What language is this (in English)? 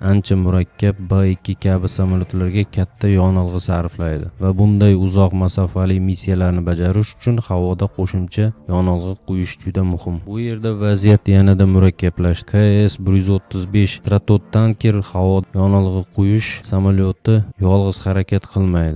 Uzbek